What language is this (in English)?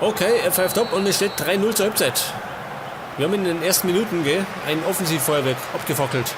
Bavarian